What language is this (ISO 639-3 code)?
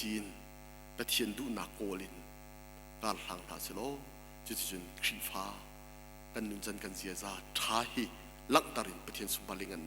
cnh